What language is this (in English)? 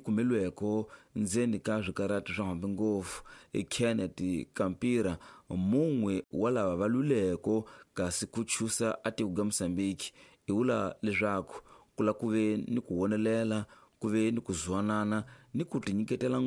Tsonga